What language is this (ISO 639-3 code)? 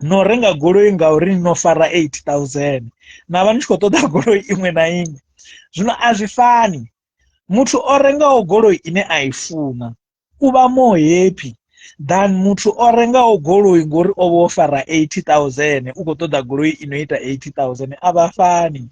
ven